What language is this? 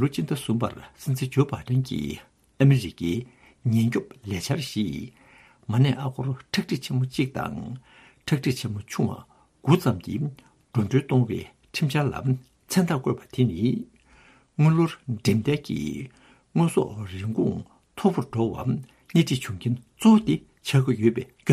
Tibetan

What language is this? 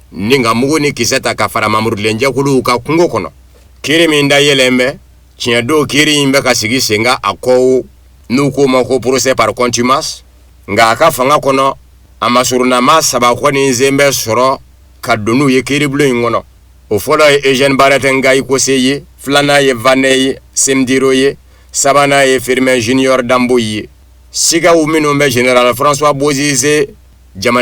Bambara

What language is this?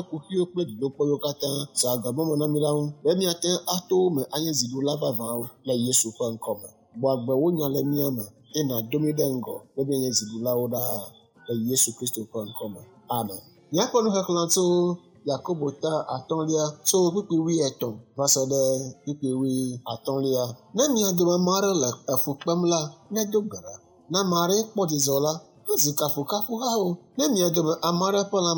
Ewe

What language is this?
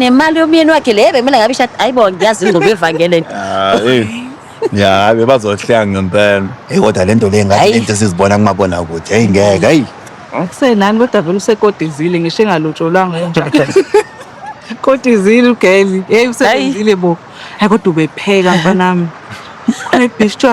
Zulu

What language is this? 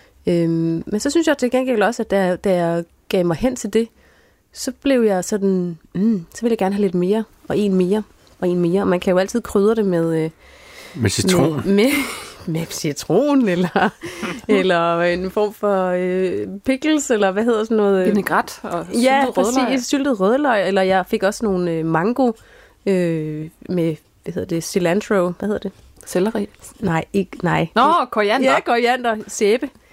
Danish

